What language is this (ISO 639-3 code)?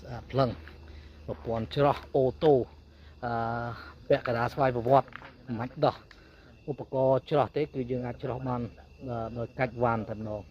khm